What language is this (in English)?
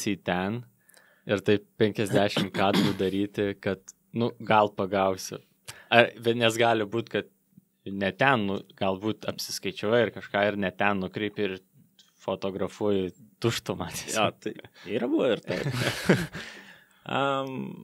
Lithuanian